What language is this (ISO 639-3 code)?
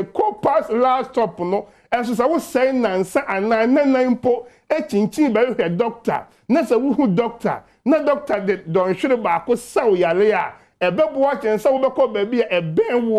aka